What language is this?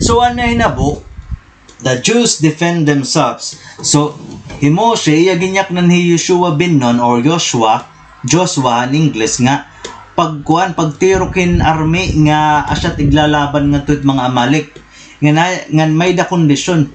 Waray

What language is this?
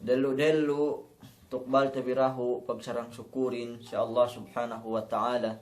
Yakan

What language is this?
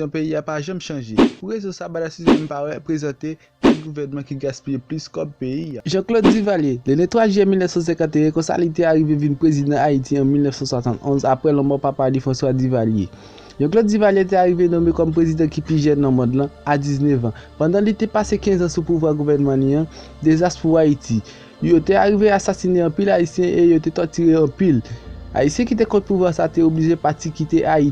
Haitian Creole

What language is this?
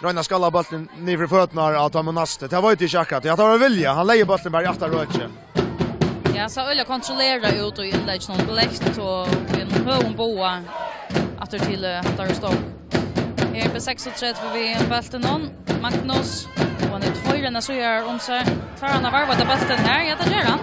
Faroese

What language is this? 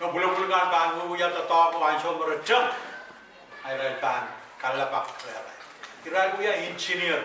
Pohnpeian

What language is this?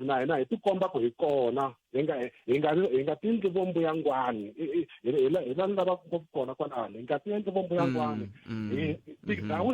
Tsonga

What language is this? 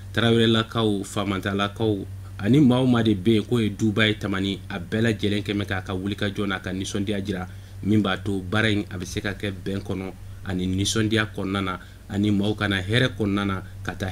Bambara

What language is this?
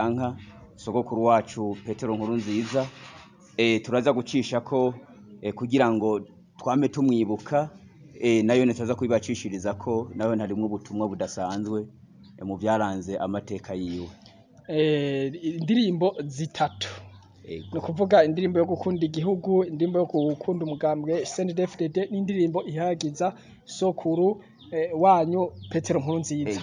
Rundi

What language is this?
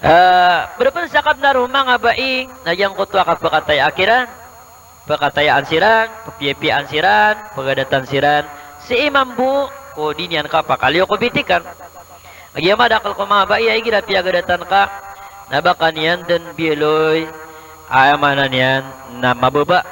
Maranao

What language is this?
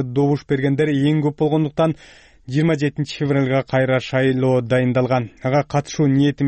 Kyrgyz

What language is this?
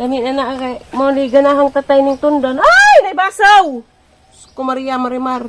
Cebuano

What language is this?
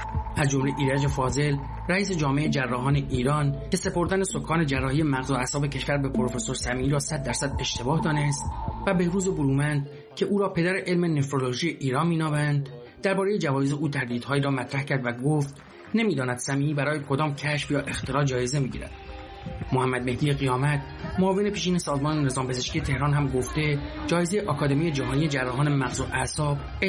Persian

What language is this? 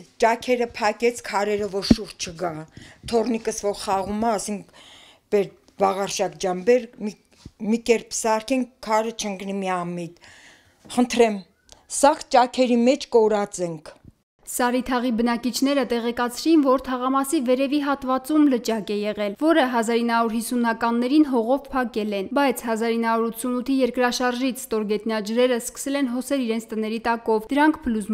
Armenian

